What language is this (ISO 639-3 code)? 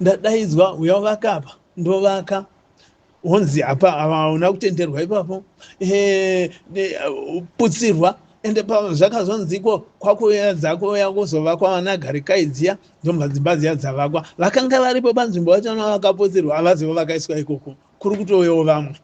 sna